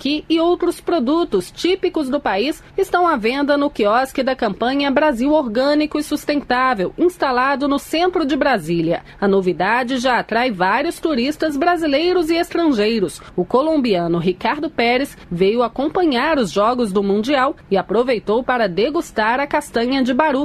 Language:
Portuguese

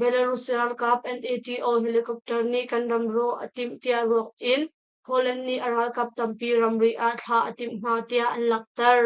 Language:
Hakha Chin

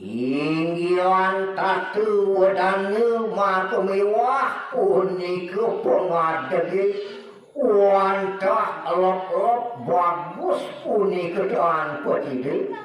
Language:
Balinese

